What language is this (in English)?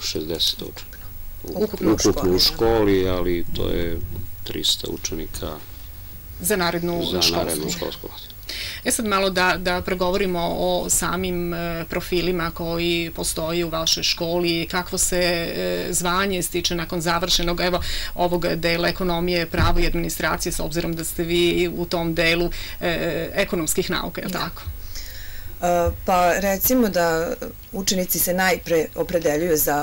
Serbian